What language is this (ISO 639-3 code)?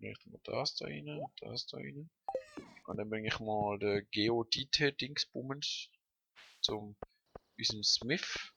gsw